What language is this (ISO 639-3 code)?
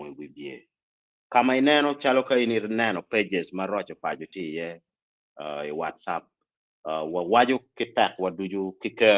ach